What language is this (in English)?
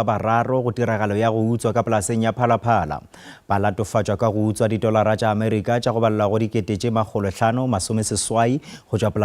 Northern Sotho